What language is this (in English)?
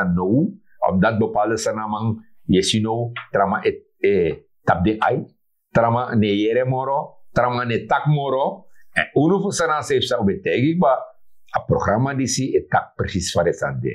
Sranan Tongo